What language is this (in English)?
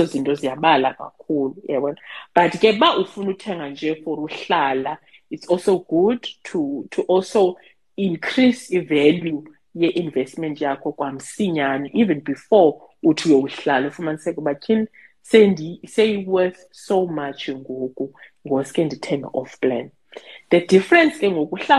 Xhosa